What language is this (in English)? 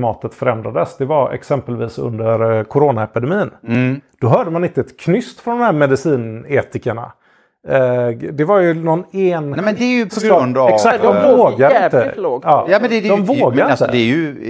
Swedish